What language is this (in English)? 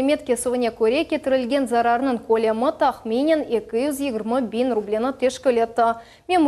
Crimean Tatar